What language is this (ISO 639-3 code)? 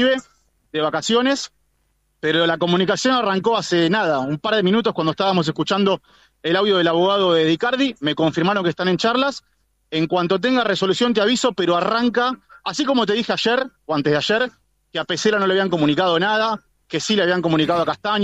spa